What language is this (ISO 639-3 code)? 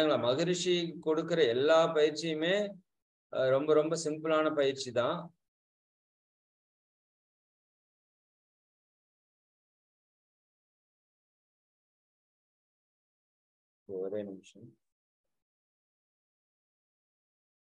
tam